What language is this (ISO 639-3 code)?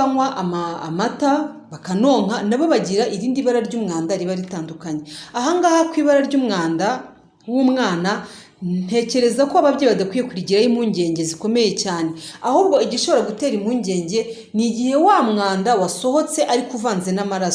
kin